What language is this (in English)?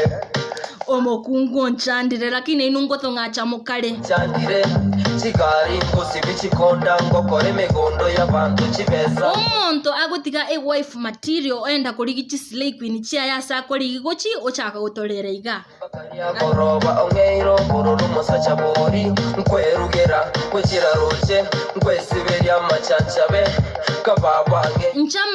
Gusii